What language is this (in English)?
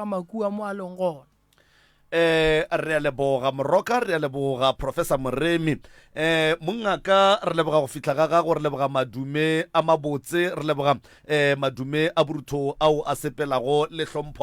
Northern Sotho